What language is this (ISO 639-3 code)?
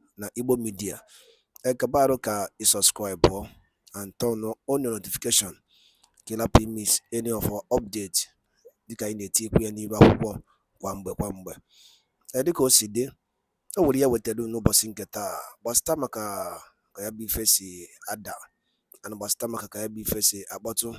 ibo